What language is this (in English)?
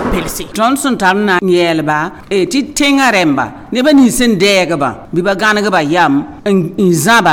Mossi